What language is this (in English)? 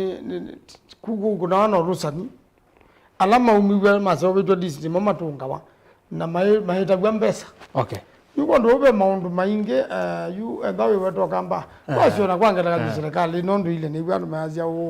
Kamba